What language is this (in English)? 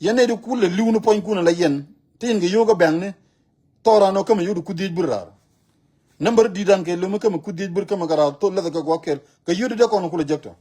Nuer